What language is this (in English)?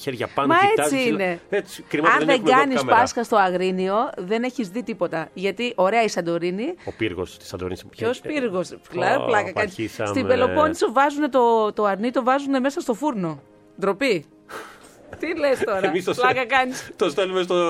Greek